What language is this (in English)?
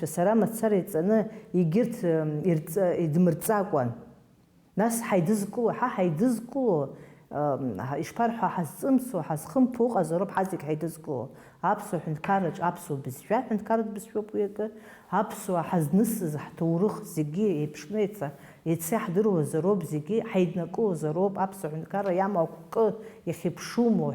Abkhazian